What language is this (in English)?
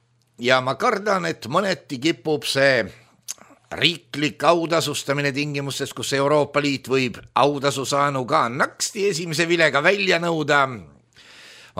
Estonian